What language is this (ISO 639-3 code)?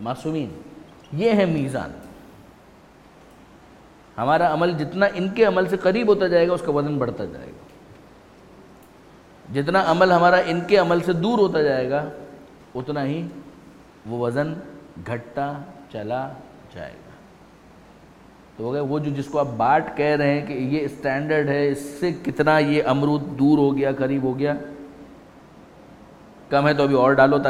urd